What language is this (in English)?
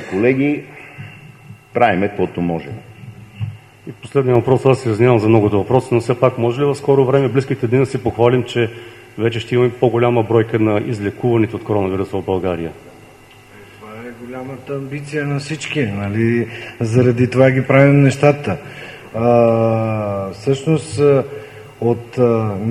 Bulgarian